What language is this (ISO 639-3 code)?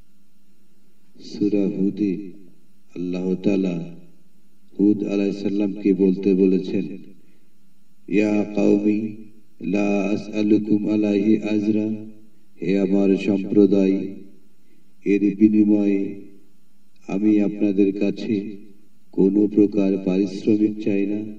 ben